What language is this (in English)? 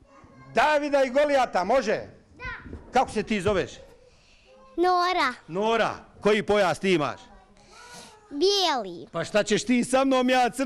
Bosnian